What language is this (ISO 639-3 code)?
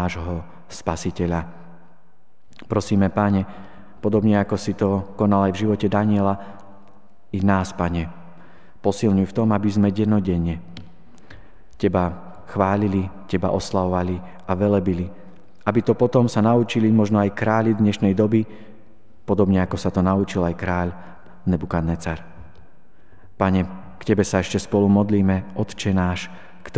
slk